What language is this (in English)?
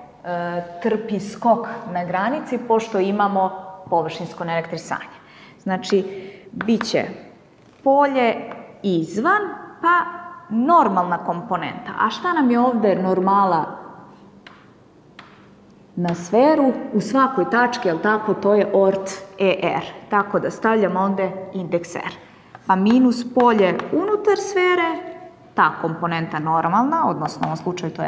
Serbian